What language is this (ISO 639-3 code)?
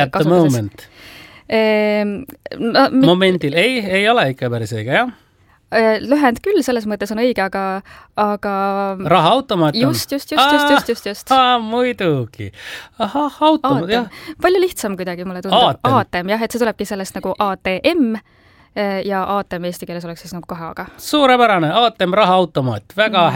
est